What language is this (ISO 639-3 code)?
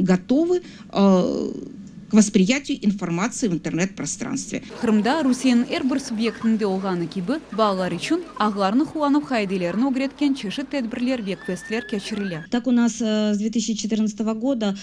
crh